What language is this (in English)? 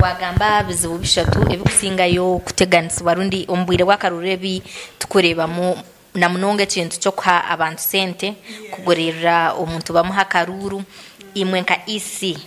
Nyankole